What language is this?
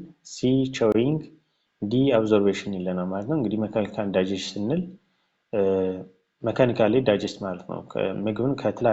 Amharic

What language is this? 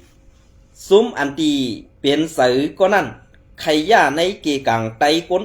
Shan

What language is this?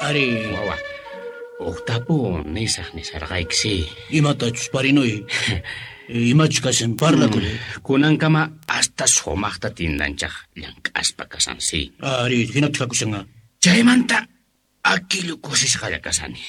Quechua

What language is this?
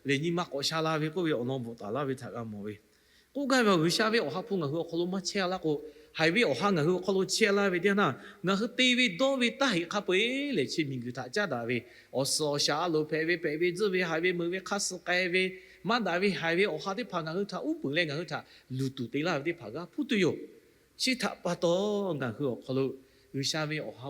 Lahu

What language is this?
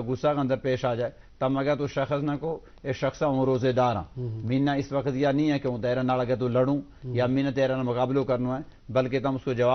Gujari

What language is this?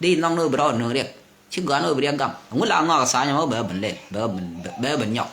Nuer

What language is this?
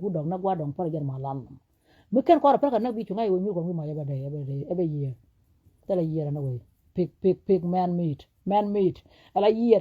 Nuer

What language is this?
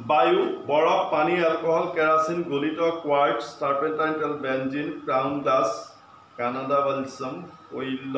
Assamese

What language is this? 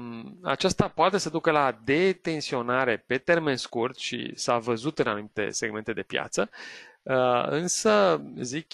Romanian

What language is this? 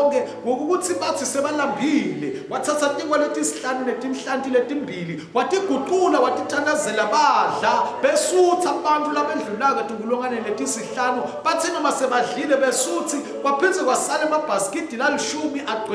Swati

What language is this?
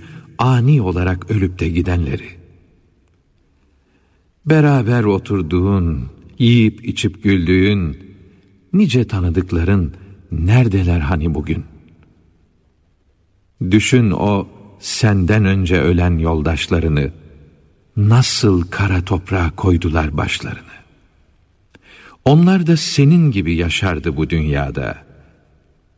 Turkish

